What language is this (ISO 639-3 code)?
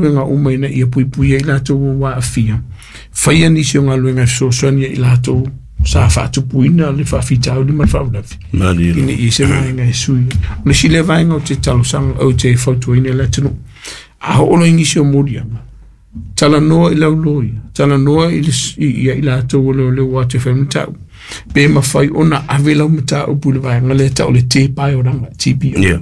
smo